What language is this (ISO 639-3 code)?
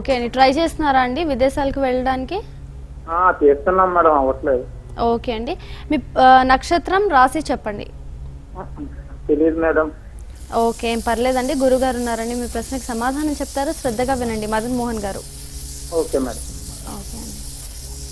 tel